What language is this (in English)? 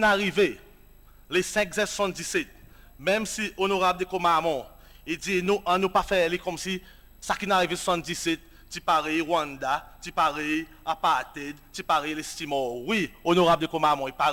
Seselwa Creole French